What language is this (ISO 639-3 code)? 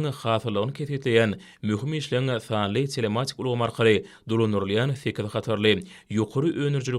tuk